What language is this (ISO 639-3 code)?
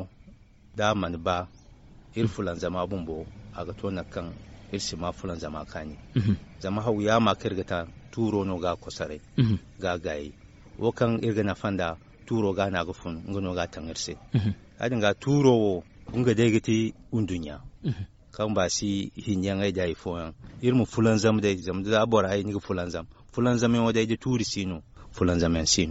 dje